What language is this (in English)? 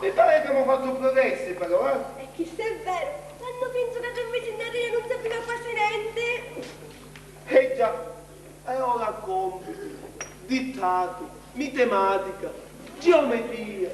Sicilian